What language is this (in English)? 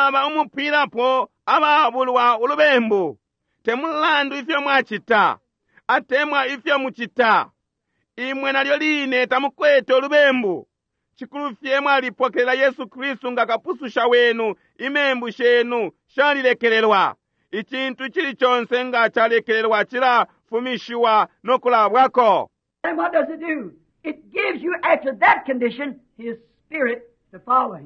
Bemba